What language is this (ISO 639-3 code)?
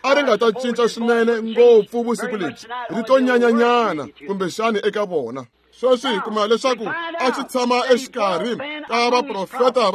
tso